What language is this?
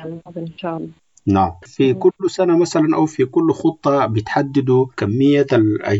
Sudanese Arabic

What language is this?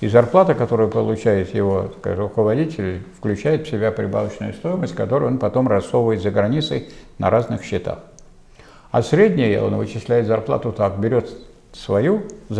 Russian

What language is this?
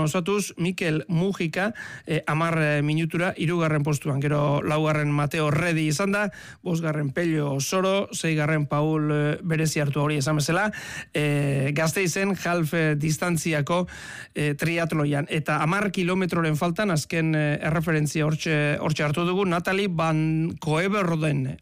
Basque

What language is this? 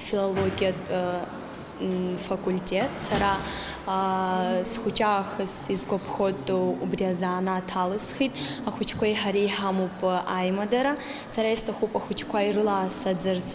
Abkhazian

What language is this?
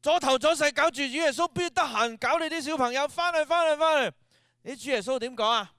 Cantonese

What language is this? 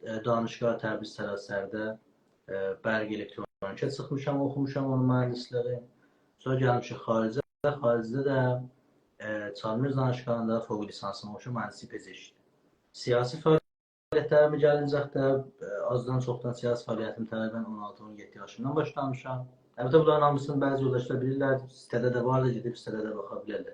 South Azerbaijani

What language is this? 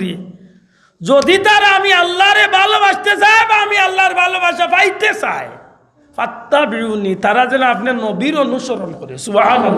Sylheti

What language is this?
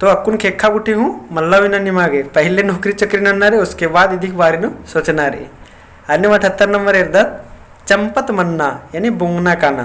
Kurukh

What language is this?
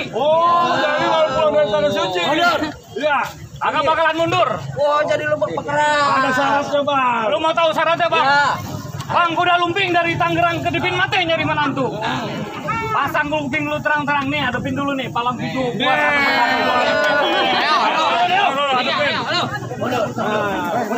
Betawi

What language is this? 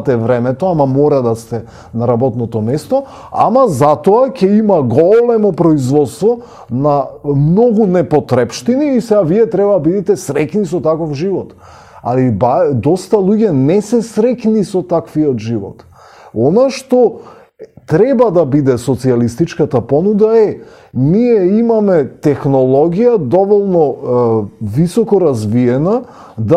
Macedonian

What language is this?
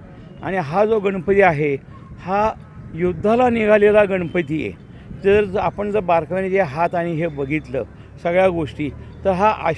Marathi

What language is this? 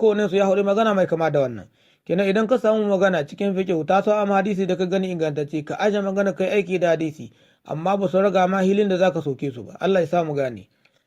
Hausa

